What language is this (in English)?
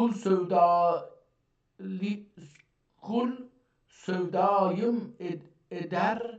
South Azerbaijani